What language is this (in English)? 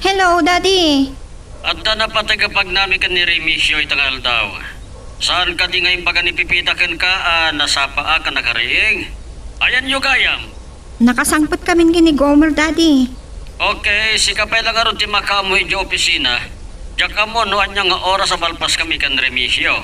Iloko